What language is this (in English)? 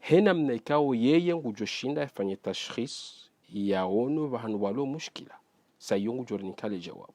Ngazidja Comorian